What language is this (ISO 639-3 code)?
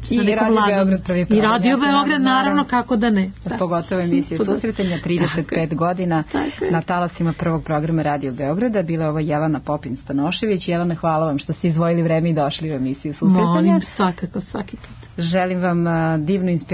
srp